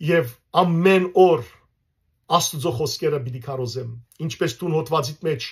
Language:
Western Armenian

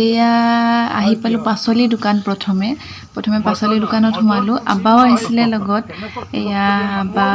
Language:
Assamese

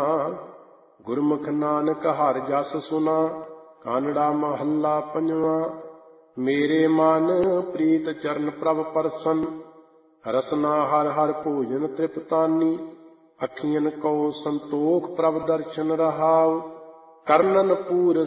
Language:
Punjabi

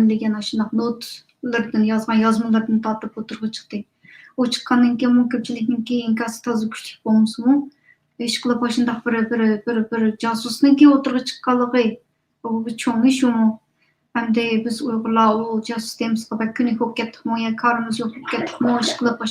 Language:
Uyghur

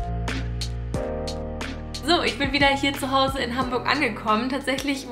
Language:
German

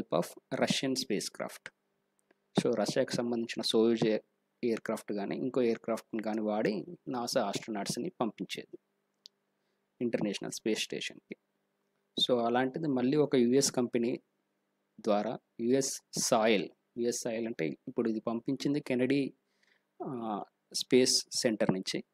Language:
Telugu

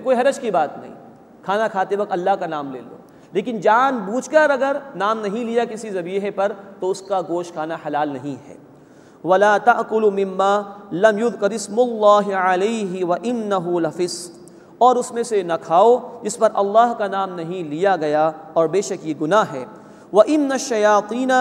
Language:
Urdu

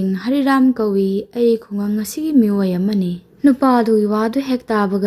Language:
Manipuri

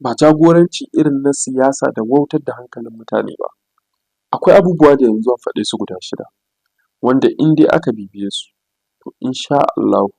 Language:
Hausa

